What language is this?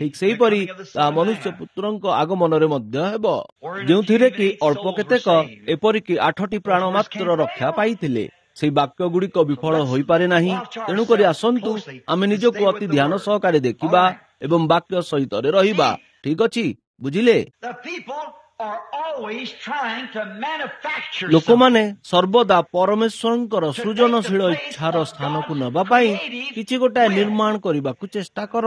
Odia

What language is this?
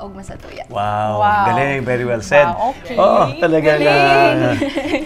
Bikol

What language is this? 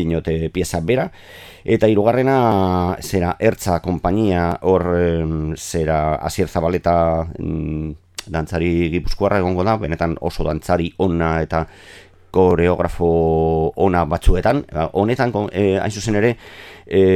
Basque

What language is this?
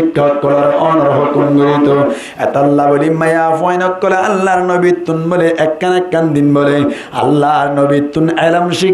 Rohingya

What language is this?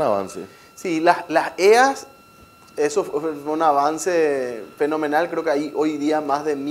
Spanish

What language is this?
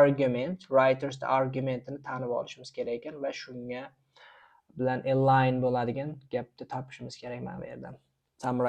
Uzbek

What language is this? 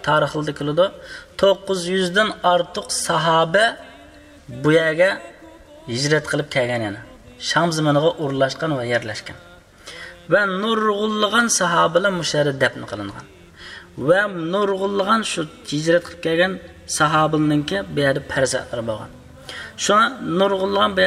Uyghur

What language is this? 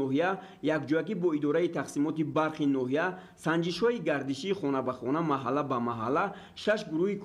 Tajik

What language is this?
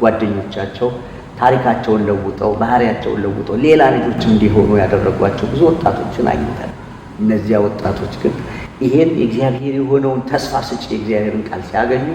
Amharic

